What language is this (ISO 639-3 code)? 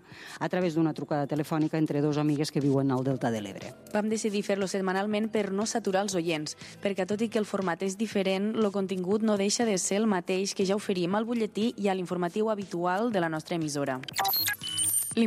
cat